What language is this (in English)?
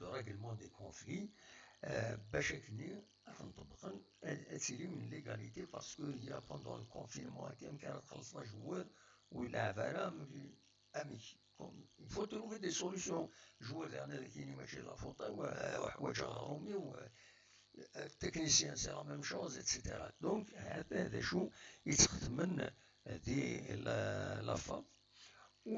Kabyle